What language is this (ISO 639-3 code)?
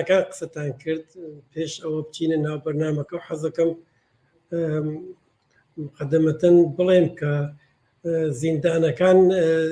ckb